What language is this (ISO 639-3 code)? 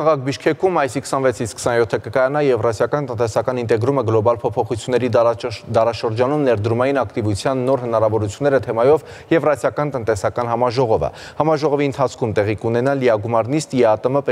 hye